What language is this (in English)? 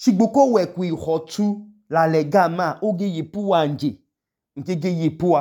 Idoma